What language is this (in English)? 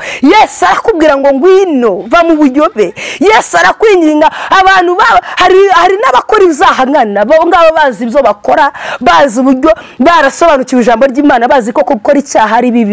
Kinyarwanda